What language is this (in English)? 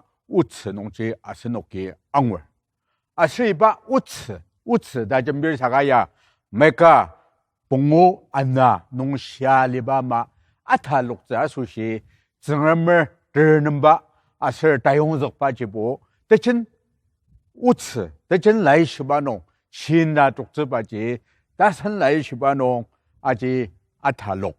Ao Naga